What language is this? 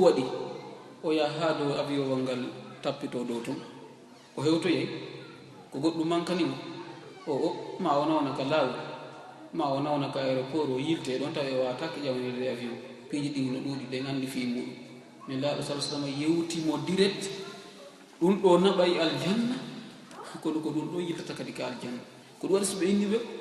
Fula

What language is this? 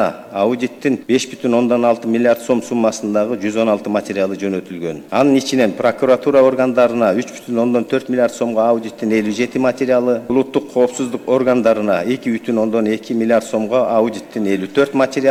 Kyrgyz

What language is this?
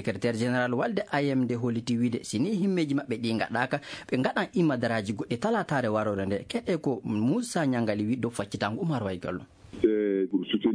Maasina Fulfulde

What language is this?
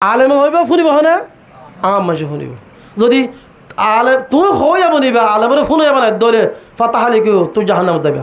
Rohingya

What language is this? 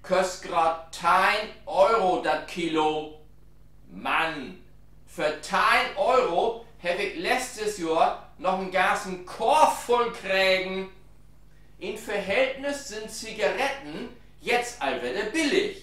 Low German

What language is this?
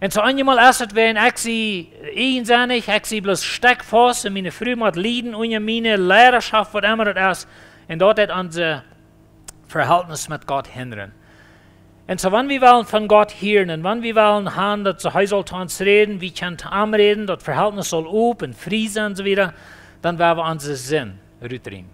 Plautdietsch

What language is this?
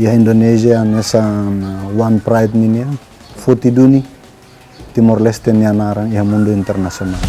Tetum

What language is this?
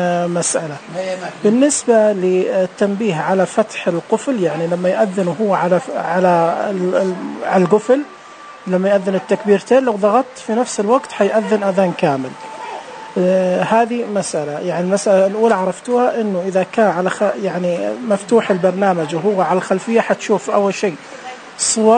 Najdi Arabic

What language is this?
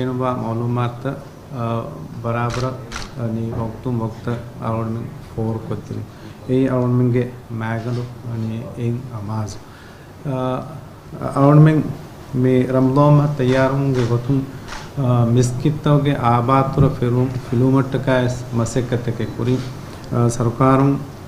Divehi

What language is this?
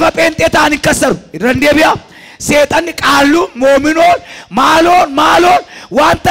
Oromo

